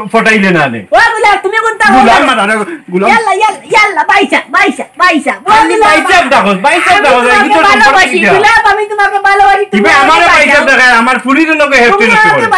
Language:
Sylheti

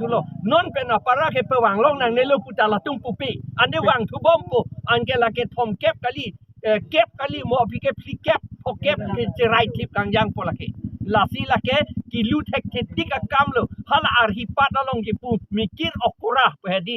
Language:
Karbi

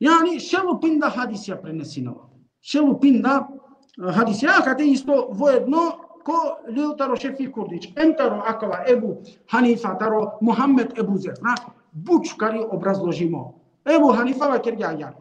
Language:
Balkan Romani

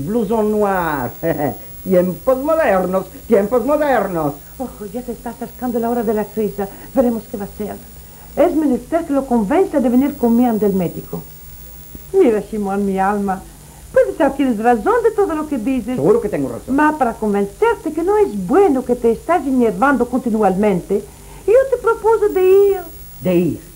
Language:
Ladino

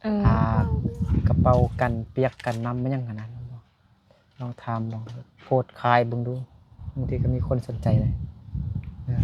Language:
Lao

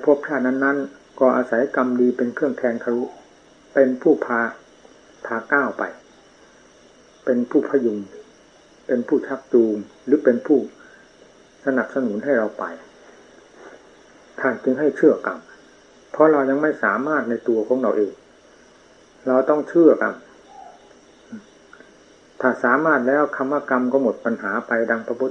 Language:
Thai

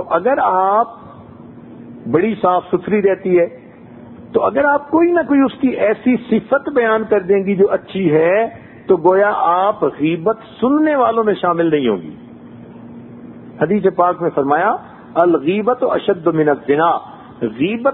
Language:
Urdu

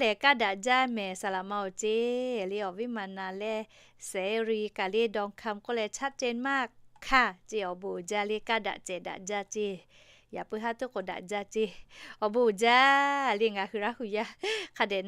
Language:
Lahu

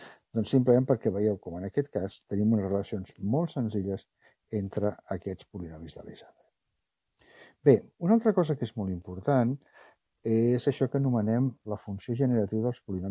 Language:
Catalan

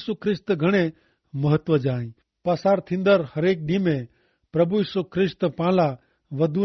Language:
Kachhi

